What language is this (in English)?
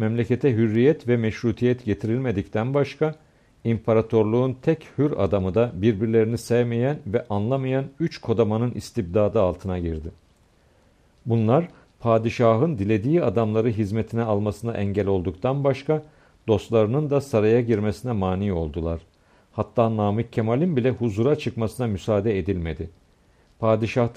Turkish